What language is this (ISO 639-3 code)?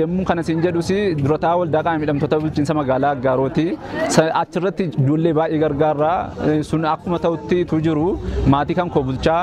orm